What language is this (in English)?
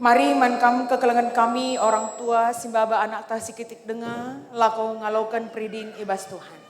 Batak Karo